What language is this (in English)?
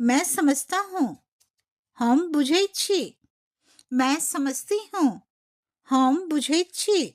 Maithili